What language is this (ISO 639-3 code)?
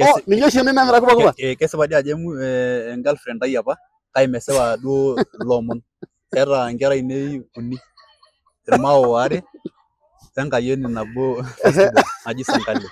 mas